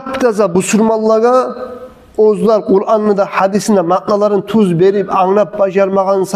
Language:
Kumyk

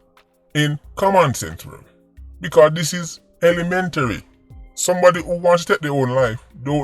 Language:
Jamaican Creole English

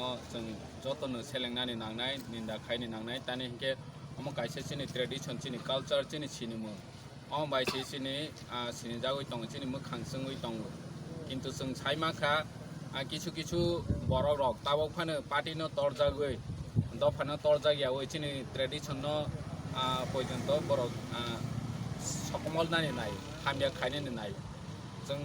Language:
Kok Borok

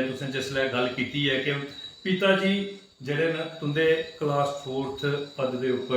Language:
Dogri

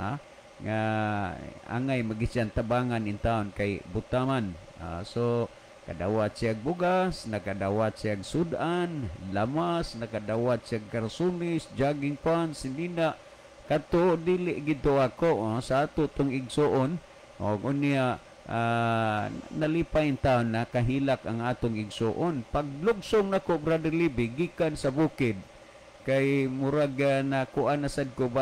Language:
Cebuano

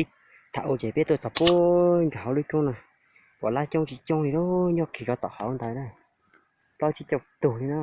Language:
Hmong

